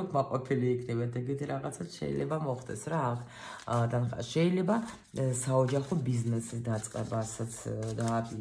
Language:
Georgian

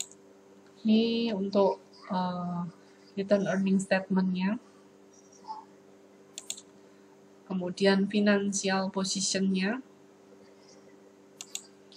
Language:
Indonesian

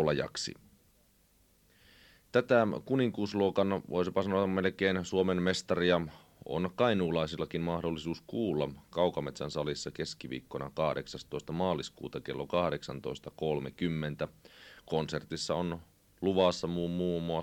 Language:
Finnish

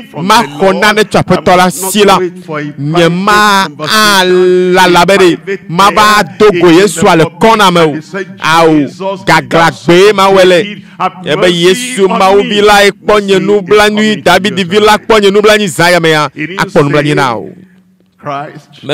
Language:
Ewe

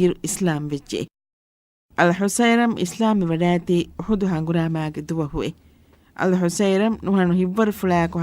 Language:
Divehi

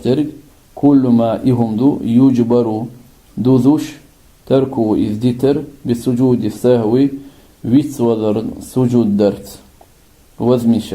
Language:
Chechen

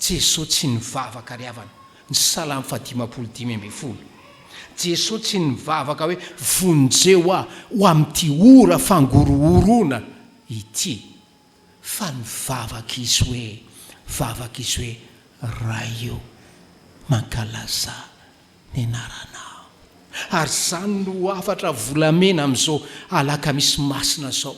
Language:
Malagasy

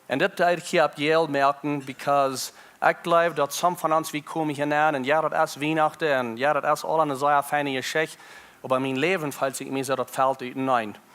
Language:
Plautdietsch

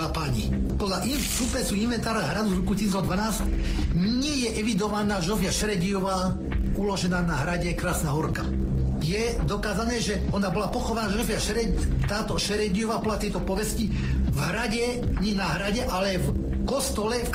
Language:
Slovak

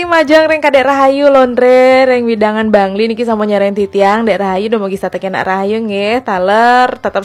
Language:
Balinese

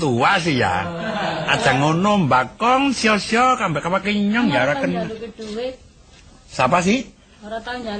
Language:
Javanese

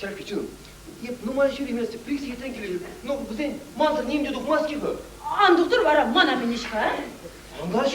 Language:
Chuvash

